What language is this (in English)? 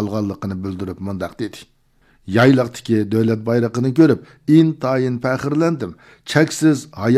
Uyghur